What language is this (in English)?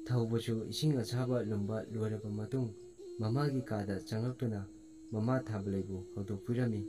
Manipuri